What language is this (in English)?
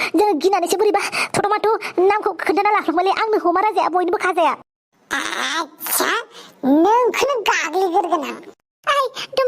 Bodo